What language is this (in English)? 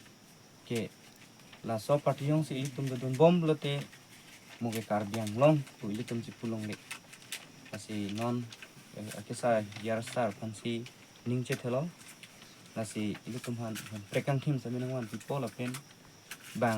Karbi